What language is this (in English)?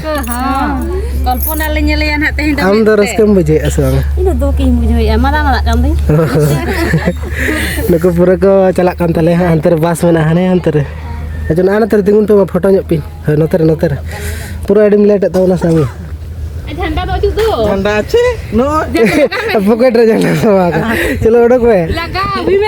Santali